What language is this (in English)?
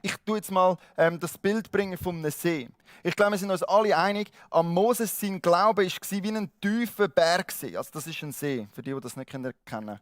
Swiss German